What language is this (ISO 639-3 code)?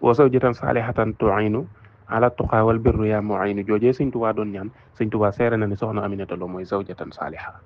wol